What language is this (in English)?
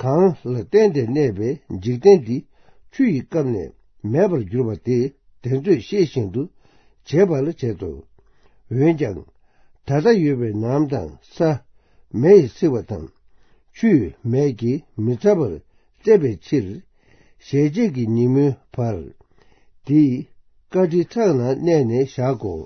Tibetan